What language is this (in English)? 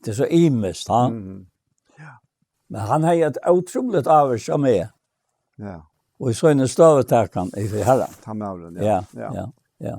Faroese